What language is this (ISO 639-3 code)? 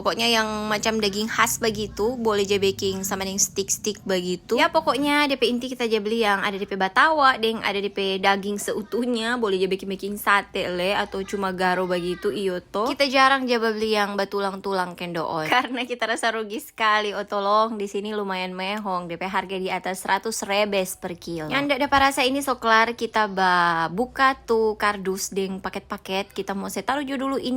xmm